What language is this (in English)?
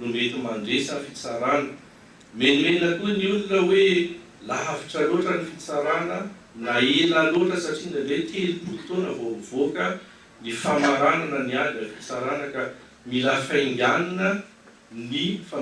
Malagasy